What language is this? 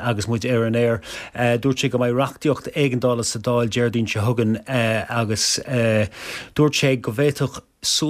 Irish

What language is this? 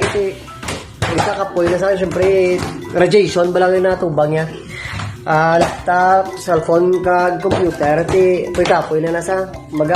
Hiligaynon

